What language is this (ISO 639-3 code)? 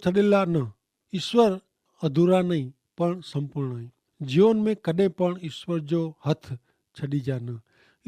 kfr